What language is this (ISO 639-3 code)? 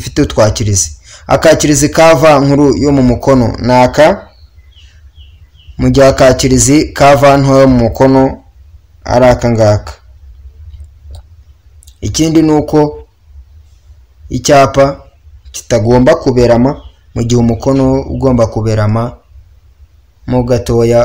kin